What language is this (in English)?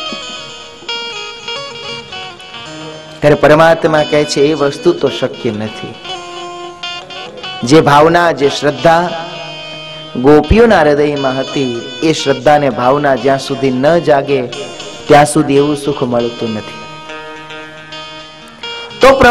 Gujarati